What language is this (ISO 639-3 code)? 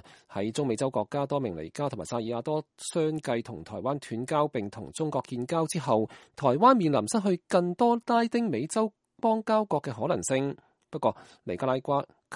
yue